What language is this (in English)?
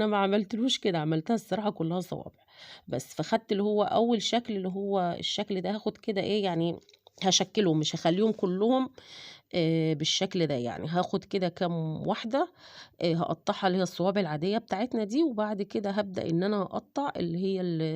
Egyptian Arabic